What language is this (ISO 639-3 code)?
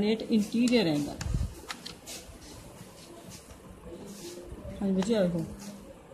pan